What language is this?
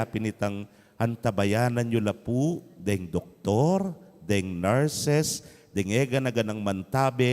Pampanga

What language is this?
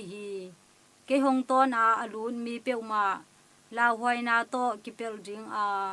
Tedim Chin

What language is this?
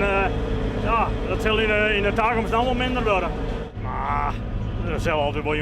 Western Frisian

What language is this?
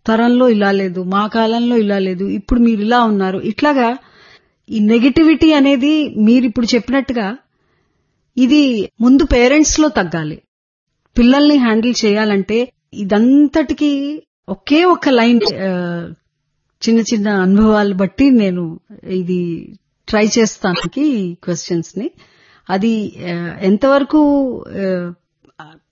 Telugu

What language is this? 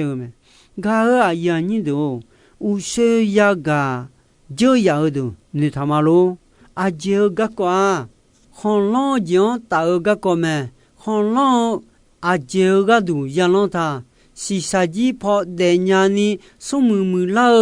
Akha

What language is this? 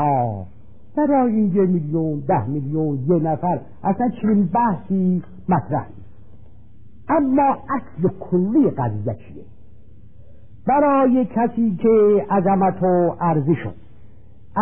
Persian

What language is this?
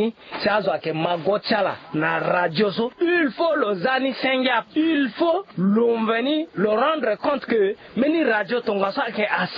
Sango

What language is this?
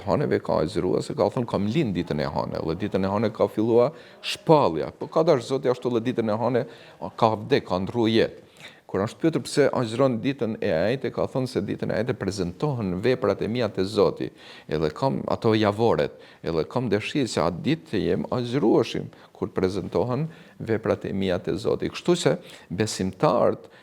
Albanian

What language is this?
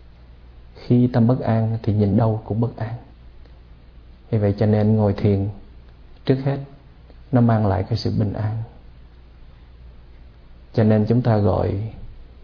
Vietnamese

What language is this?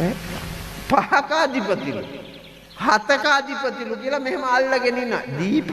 Sinhala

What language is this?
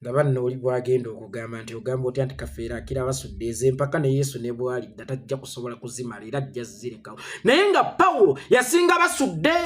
Ganda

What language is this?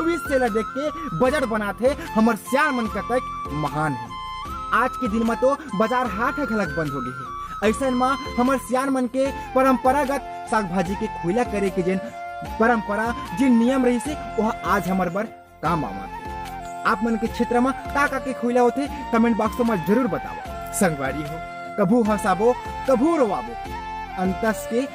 Chhattisgarhi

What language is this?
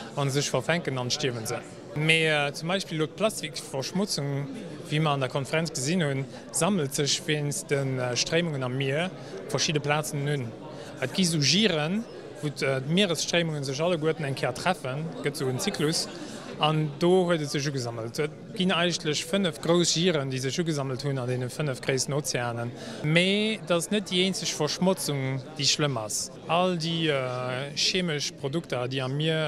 Luxembourgish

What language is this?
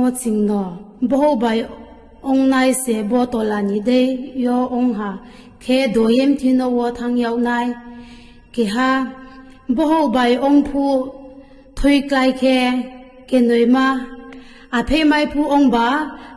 Riang (India)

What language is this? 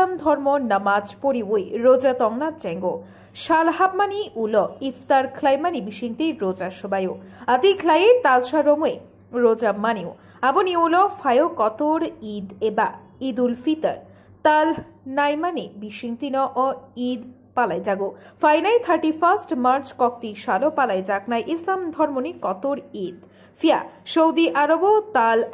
Kok Borok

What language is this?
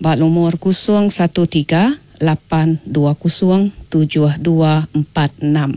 Iban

